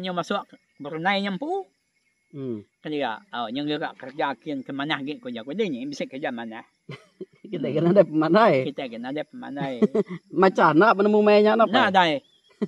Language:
Iban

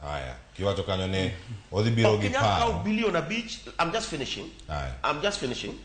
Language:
Luo (Kenya and Tanzania)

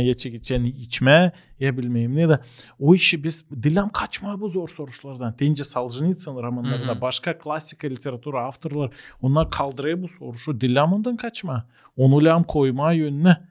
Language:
Gagauz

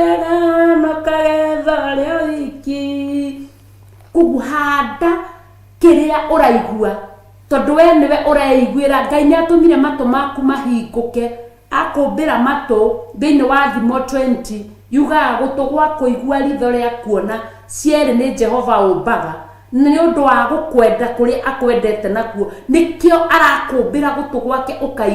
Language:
Kikuyu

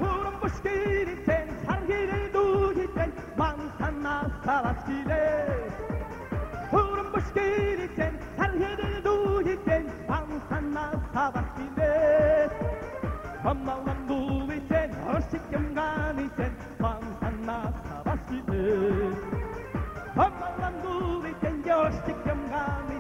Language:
Chuvash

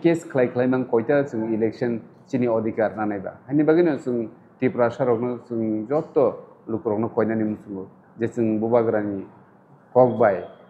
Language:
Kok Borok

